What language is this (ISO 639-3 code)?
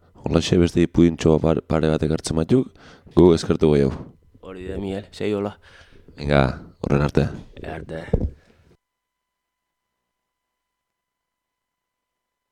eus